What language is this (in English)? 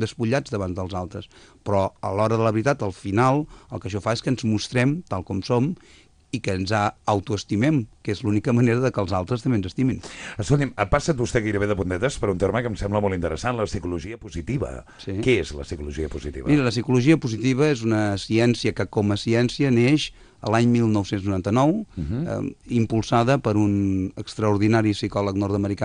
Catalan